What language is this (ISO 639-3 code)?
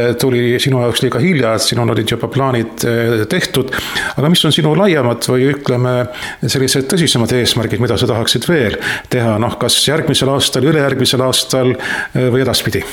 est